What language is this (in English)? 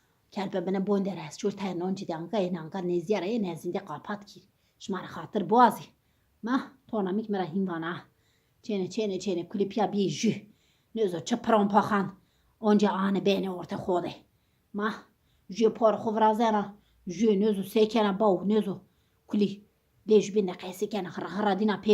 Zaza